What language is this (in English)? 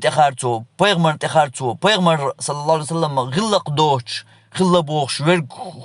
Chechen